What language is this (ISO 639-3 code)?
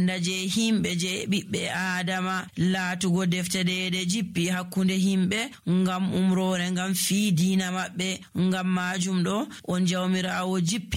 fuv